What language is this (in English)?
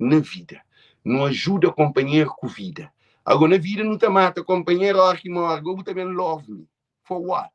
Kabuverdianu